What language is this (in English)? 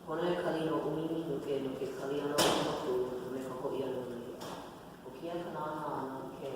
Hawaiian